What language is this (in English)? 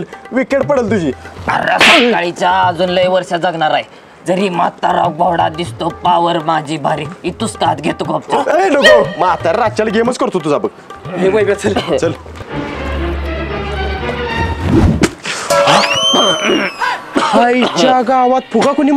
Marathi